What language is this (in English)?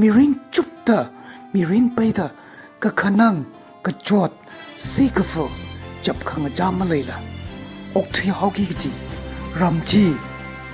Tangkhul Naga (India)